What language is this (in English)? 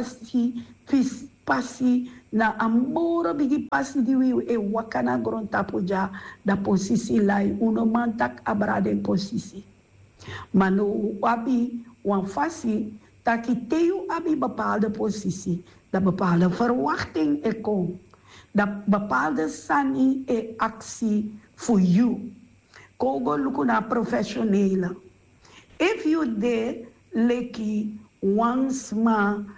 Sranan Tongo